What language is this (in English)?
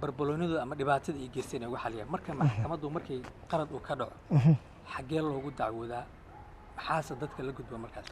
Somali